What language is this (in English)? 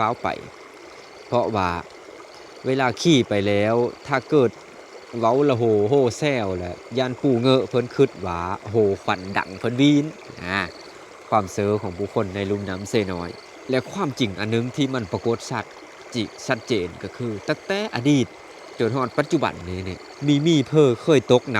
Lao